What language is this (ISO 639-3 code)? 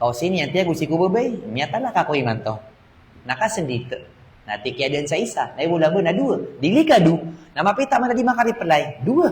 mrw